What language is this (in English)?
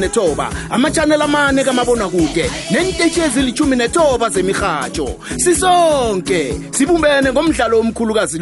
South Ndebele